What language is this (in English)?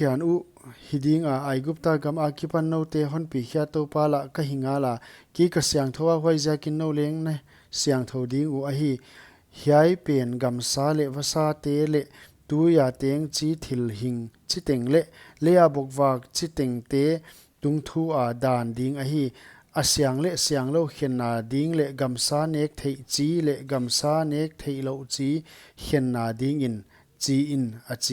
Paite Chin